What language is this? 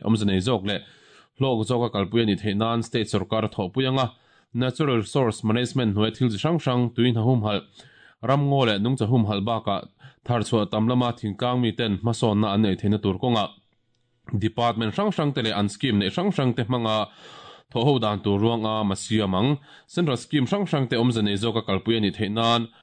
Mizo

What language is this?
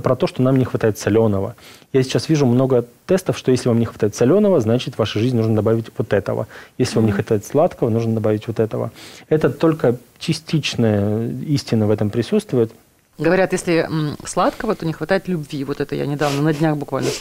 Russian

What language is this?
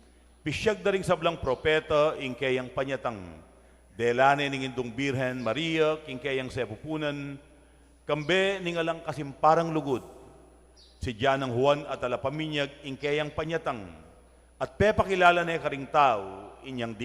Pampanga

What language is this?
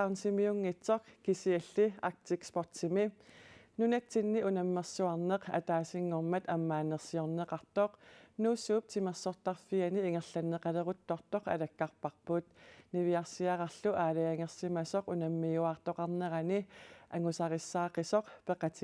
Kalaallisut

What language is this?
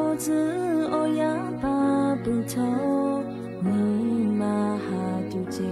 Lahu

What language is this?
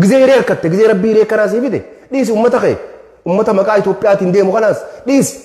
Oromo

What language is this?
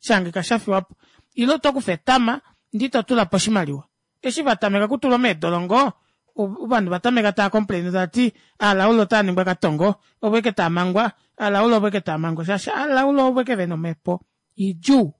Kuanyama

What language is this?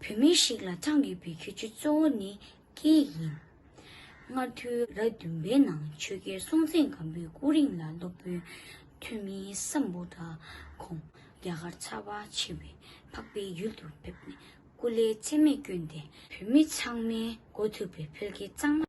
Tibetan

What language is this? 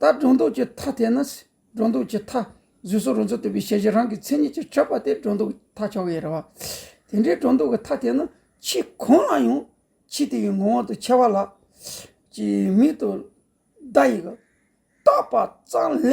Tibetan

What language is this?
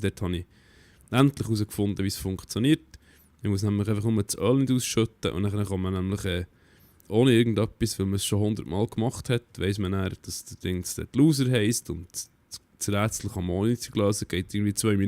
Swiss German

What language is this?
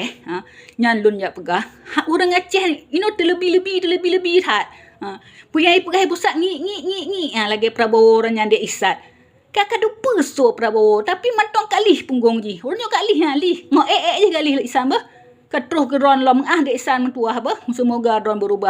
Achinese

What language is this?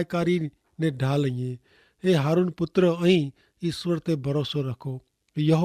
Kachhi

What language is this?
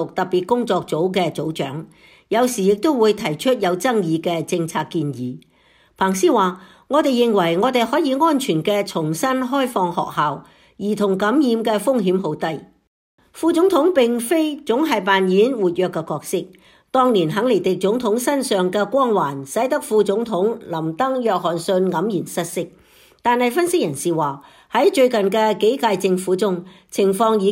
Cantonese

